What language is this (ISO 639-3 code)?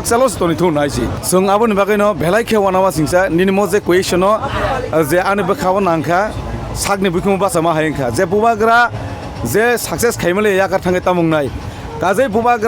trp